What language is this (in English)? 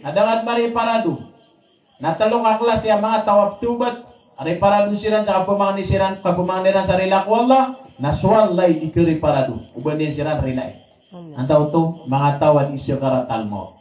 Maranao